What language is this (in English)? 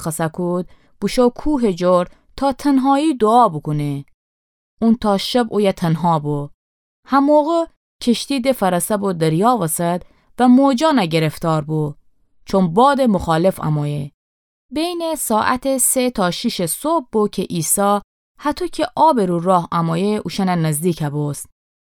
Gilaki